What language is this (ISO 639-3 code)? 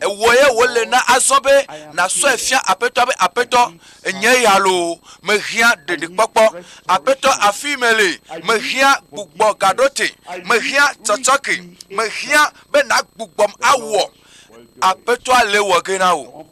ewe